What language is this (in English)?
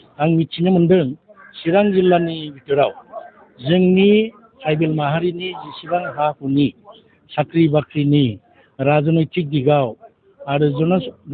Bodo